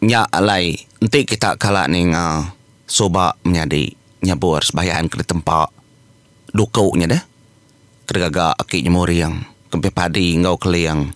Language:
Iban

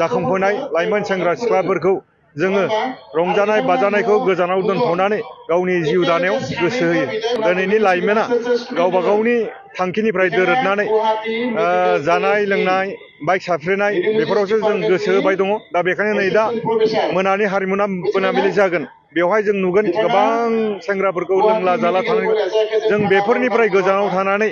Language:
Bodo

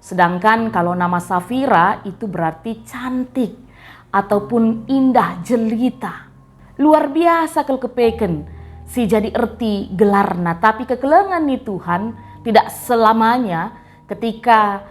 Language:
Batak Karo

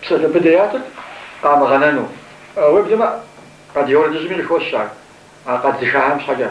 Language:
Kabardian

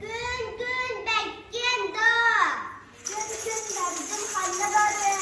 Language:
Yakut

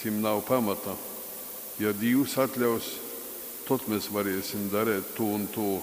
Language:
Latgalian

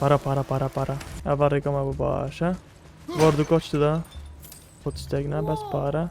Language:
Kurdish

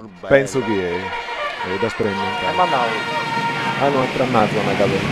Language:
Sardinian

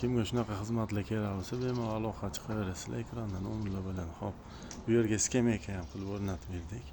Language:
Uzbek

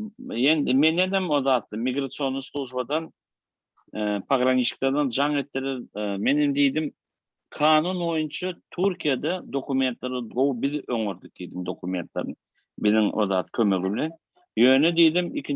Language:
Turkmen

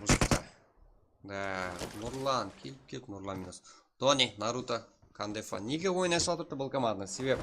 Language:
Kara-Kalpak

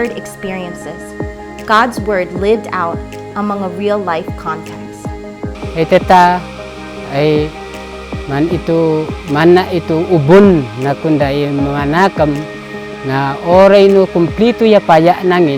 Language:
Isnag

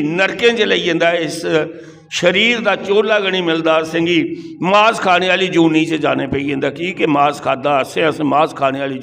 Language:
Dogri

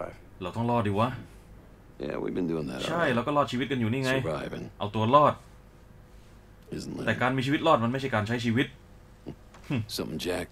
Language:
Thai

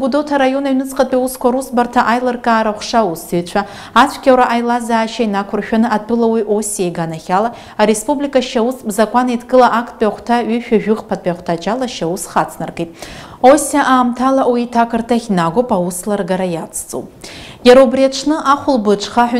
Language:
Abkhazian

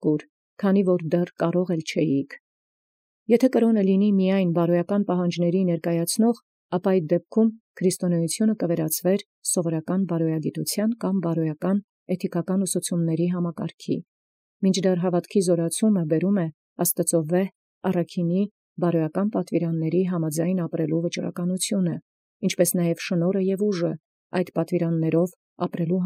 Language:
Armenian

